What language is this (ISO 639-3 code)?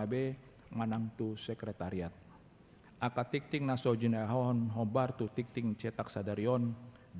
bbc